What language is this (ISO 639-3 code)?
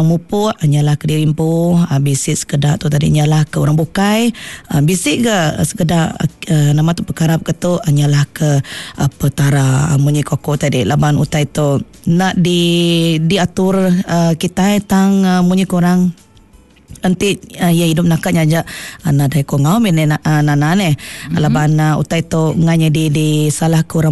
iba